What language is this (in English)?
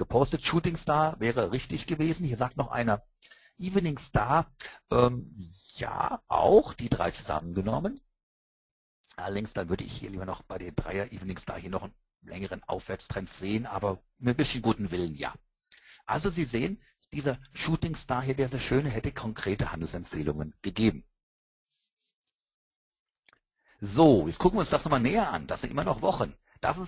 German